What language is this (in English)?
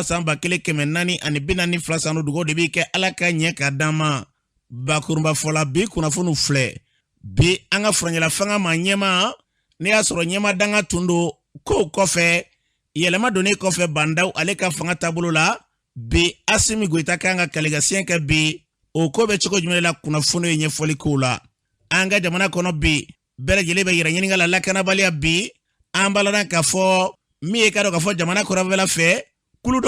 Bambara